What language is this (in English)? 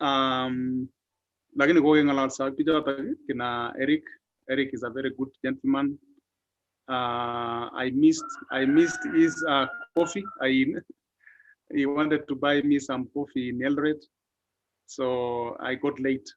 Kalenjin